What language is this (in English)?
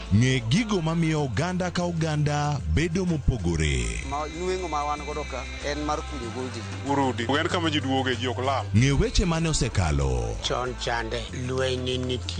Luo (Kenya and Tanzania)